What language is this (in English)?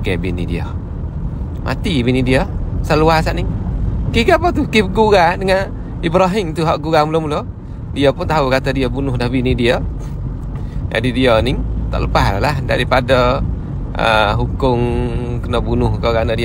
Malay